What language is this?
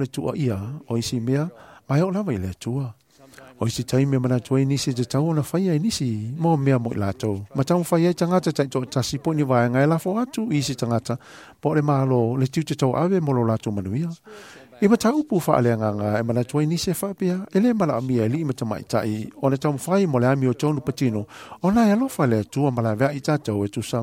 Samoan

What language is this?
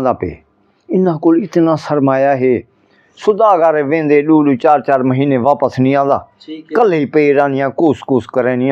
Saraiki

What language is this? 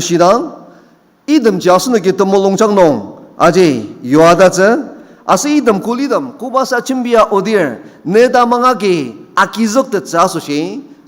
Ao Naga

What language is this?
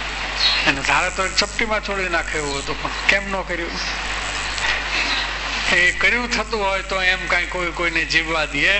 Gujarati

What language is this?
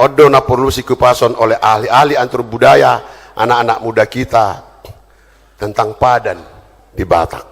Batak Toba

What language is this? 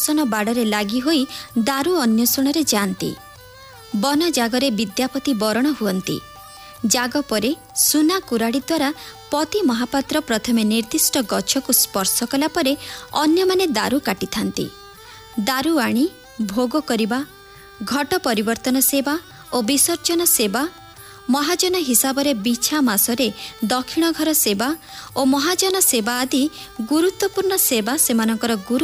Odia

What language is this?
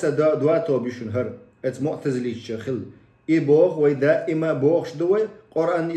Chechen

